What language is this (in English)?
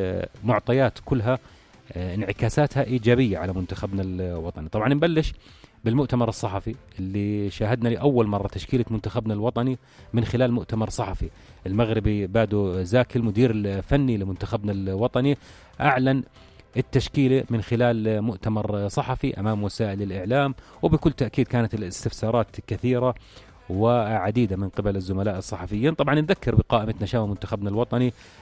North Levantine Arabic